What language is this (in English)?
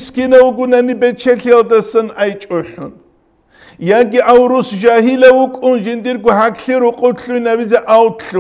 Avaric